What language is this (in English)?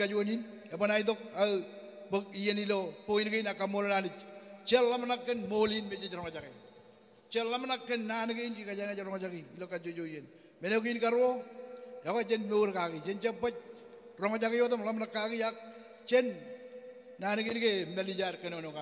Marshallese